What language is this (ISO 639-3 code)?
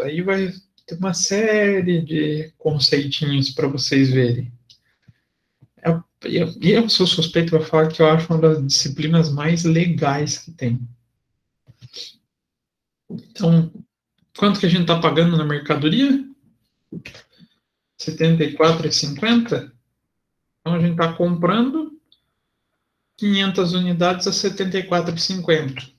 por